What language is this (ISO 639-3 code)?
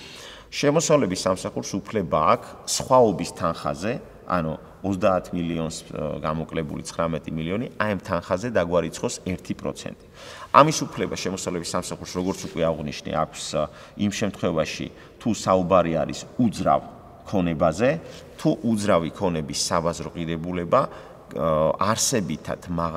kat